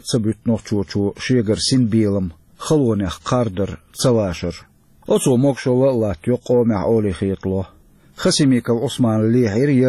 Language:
Chechen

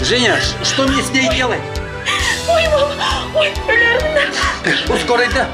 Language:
Yakut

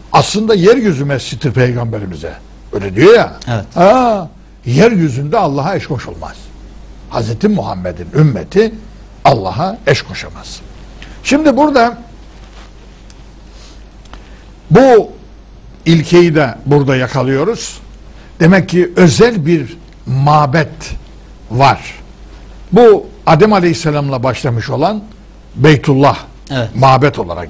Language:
Turkish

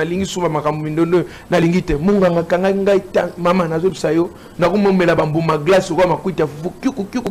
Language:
Lingala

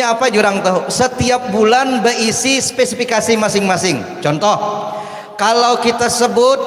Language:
Banjar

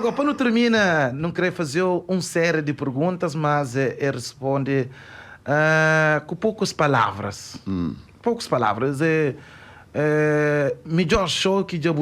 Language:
Kabuverdianu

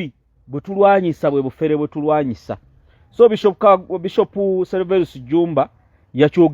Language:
Ganda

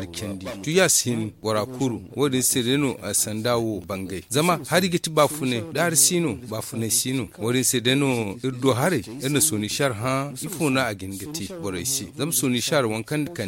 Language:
Zarma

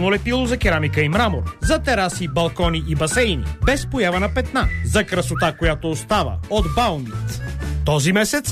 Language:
Bulgarian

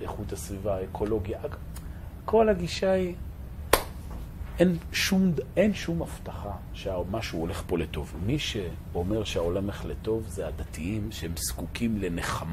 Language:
Hebrew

